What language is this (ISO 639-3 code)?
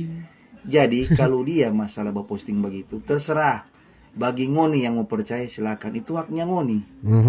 xmm